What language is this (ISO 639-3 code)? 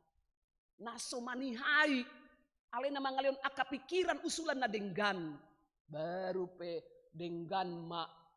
bbc